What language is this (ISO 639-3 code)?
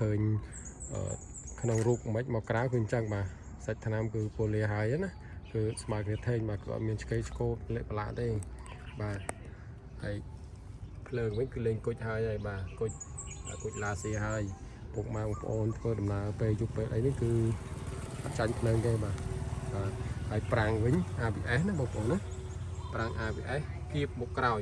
khm